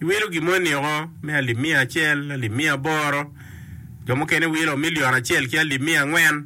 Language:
Acoli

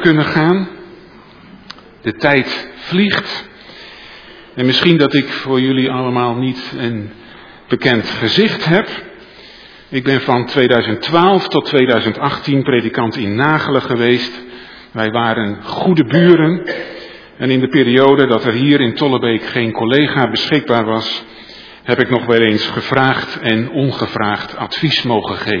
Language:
Dutch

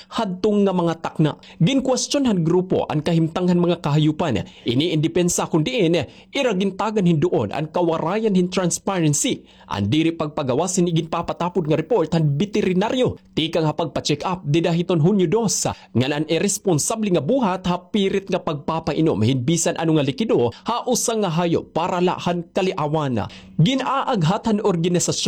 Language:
Waray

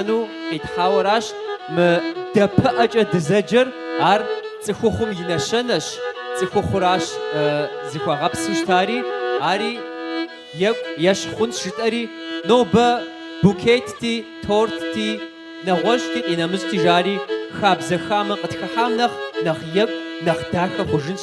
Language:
Kabardian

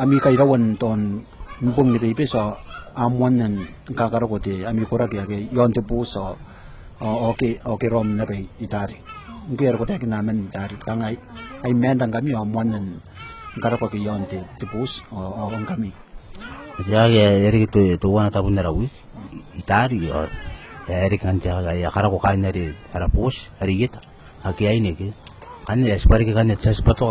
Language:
Gilbertese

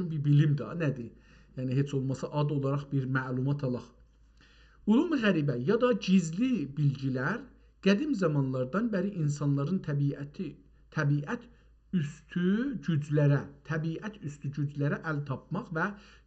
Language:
South Azerbaijani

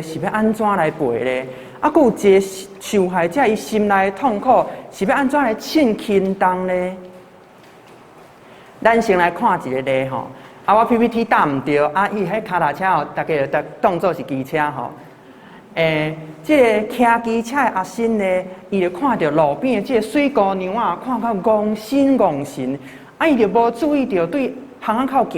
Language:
Min Nan Chinese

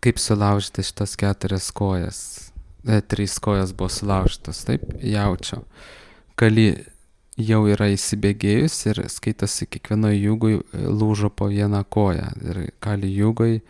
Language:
Lithuanian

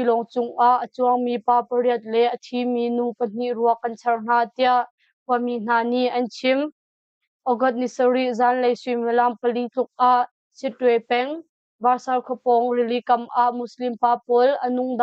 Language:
Hakha Chin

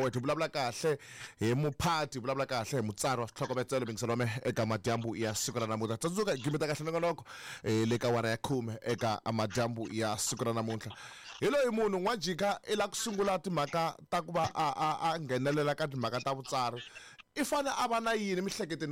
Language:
Tsonga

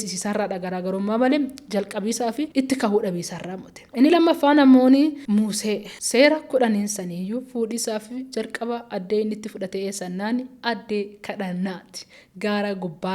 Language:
Oromo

